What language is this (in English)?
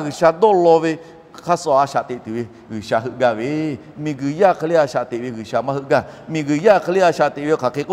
Lahu